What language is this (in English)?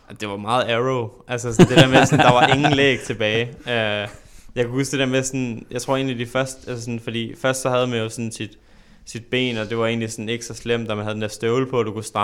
Danish